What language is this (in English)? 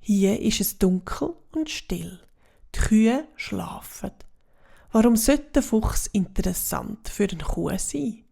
Swiss German